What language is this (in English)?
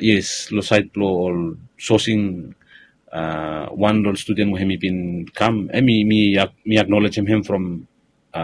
Bislama